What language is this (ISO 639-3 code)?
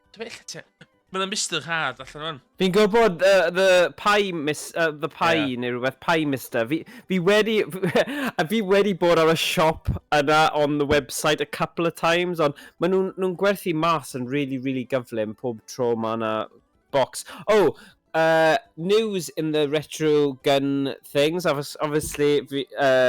cym